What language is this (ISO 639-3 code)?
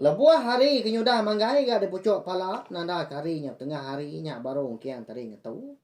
iba